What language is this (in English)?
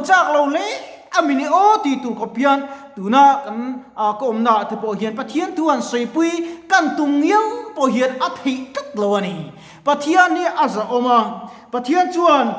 Mizo